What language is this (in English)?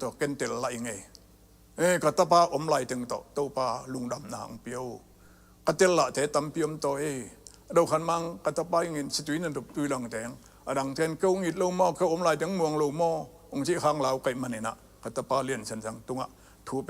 Tedim Chin